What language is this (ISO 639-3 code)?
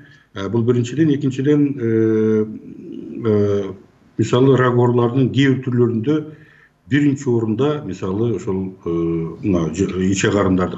kir